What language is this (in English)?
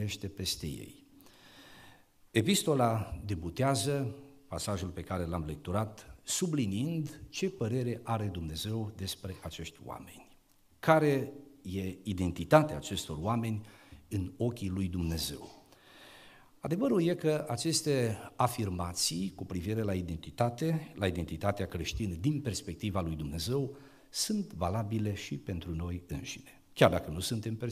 Romanian